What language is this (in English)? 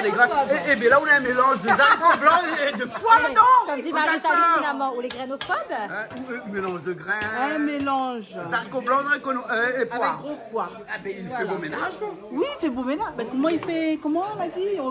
Réunion Creole French